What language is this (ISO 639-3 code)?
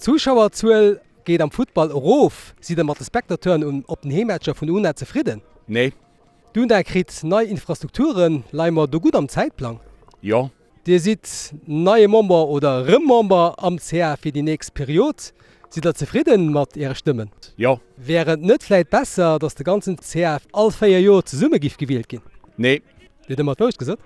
ltz